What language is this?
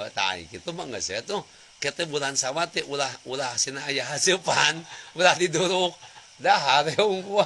Sundanese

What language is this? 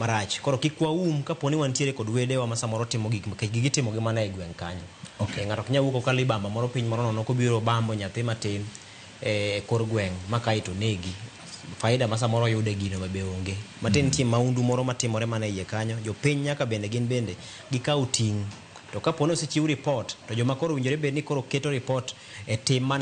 Luo (Kenya and Tanzania)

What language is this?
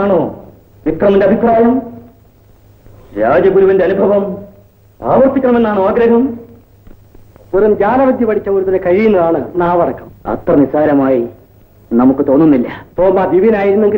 Malayalam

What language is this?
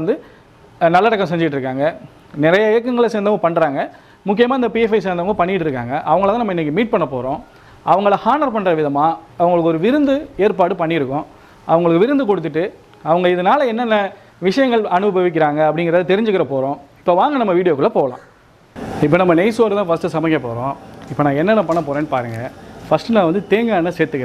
Tamil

